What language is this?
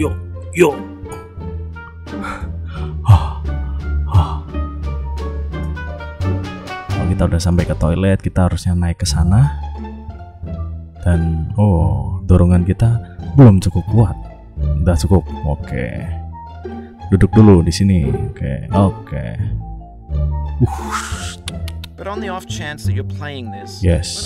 Indonesian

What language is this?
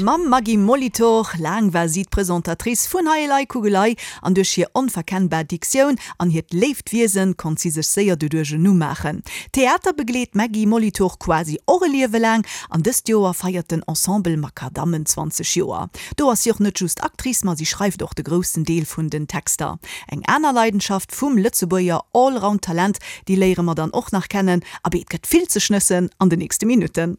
Luxembourgish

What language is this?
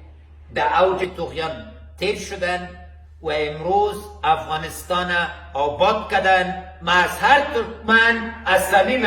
Persian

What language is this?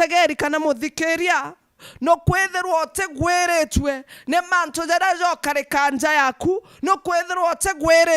Meru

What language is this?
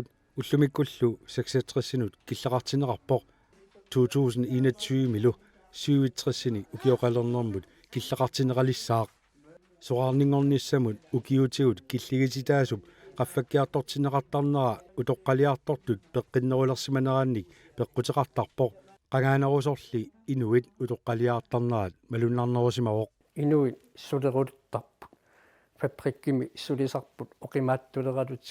Kalaallisut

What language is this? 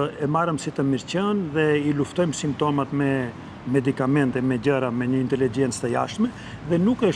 Albanian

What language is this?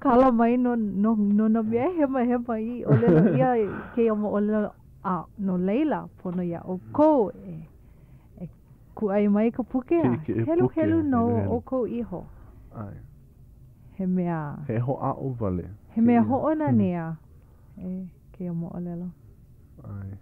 Hawaiian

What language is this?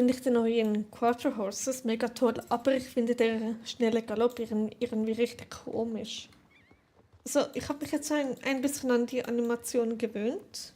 Swiss German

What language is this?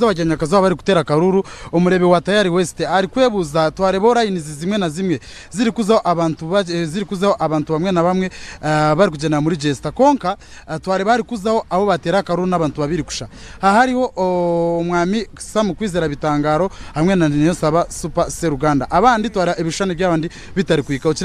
Nyankole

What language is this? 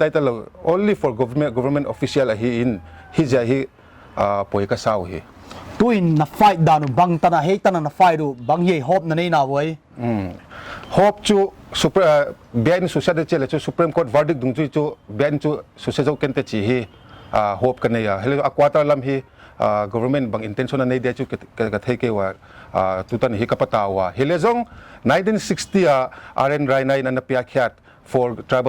Paite Chin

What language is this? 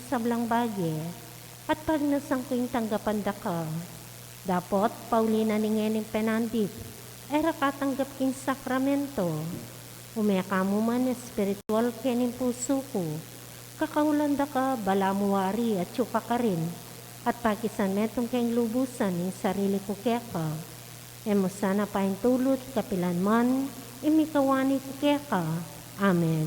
Pampanga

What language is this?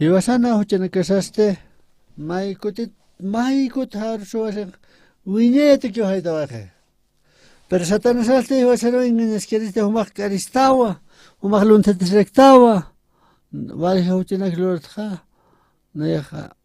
Aymara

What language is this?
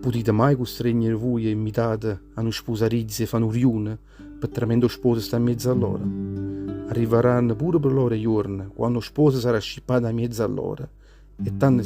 Neapolitan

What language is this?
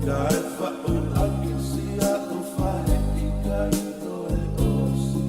Tongan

